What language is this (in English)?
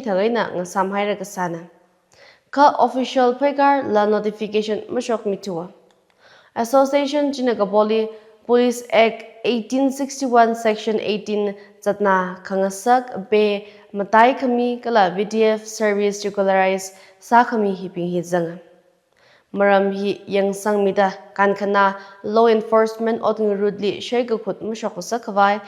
Tangkhul Naga (India)